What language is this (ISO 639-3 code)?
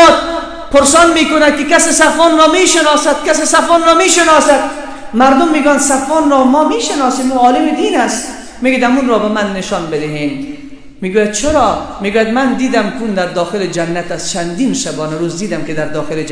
fas